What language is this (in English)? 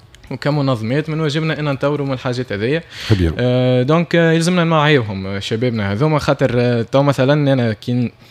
Tunisian Arabic